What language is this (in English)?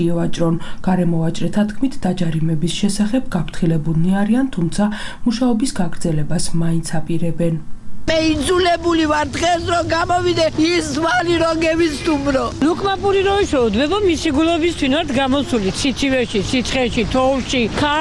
Georgian